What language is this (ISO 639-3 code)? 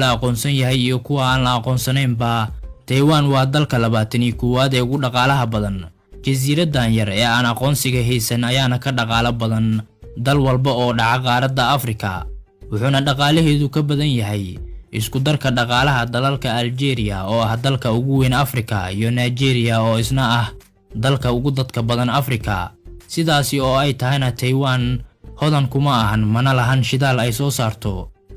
som